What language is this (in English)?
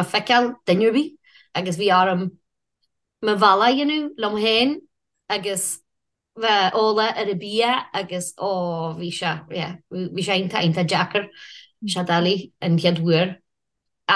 Irish